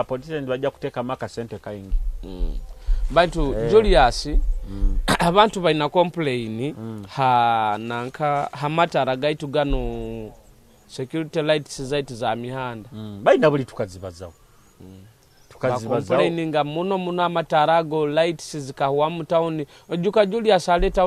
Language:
Nyoro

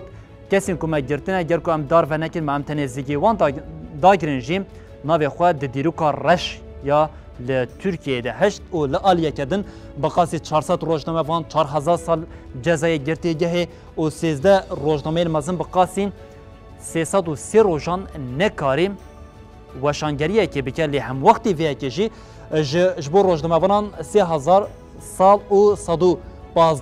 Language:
Kurdish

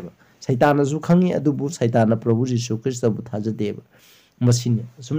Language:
Manipuri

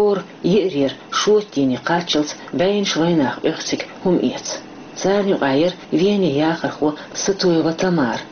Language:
Chechen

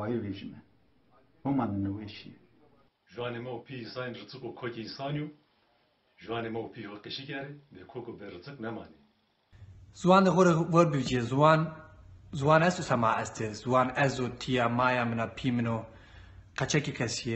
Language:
Zaza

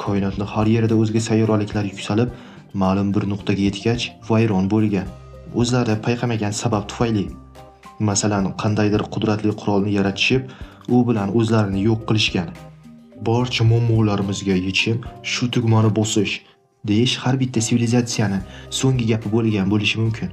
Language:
Uzbek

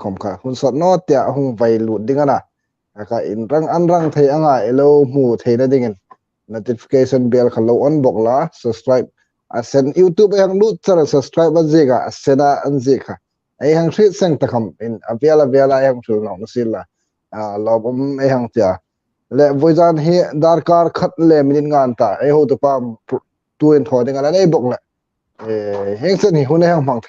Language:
Hmar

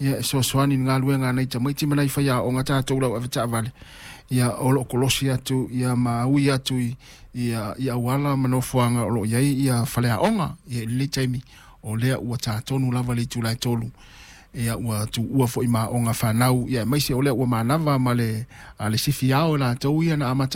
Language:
Samoan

